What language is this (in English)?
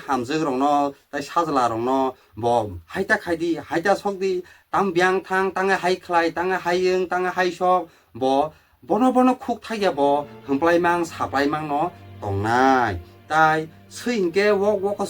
Kok Borok